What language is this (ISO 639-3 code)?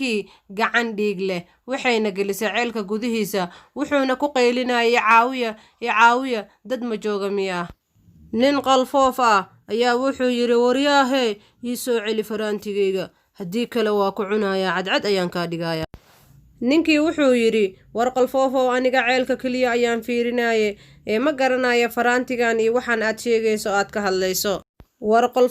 som